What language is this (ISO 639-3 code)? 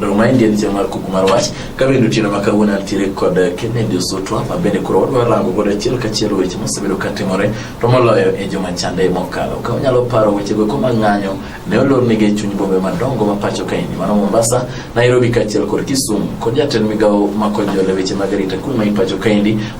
luo